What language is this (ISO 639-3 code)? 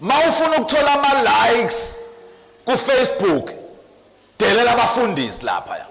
zul